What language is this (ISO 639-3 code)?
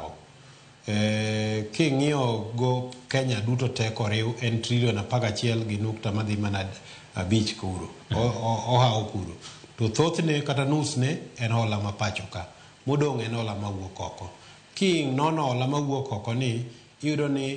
luo